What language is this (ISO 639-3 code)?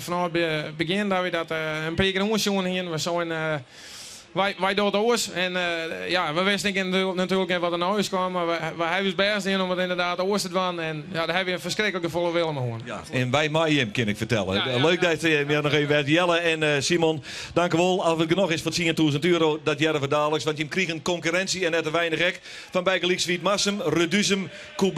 fry